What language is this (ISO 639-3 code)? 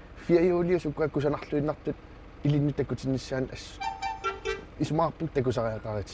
kal